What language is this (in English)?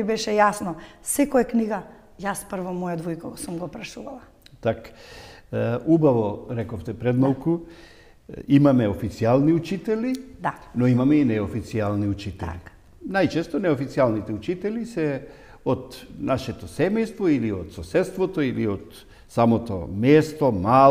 Macedonian